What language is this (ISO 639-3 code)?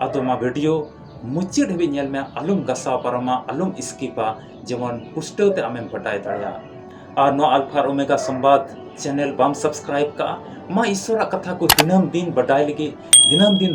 sat